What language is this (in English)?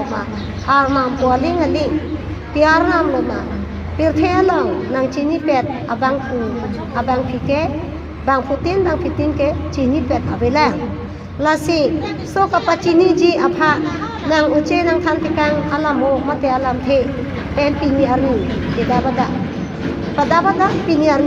Karbi